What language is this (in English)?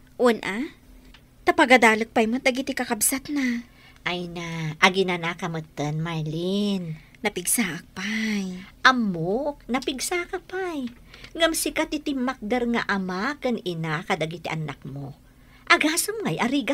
Iloko